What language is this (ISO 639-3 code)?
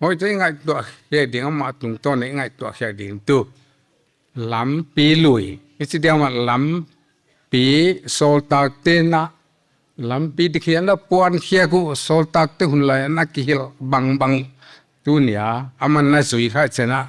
pck